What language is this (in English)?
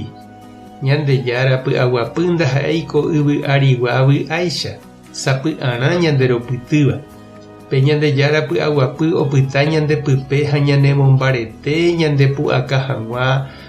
Guarani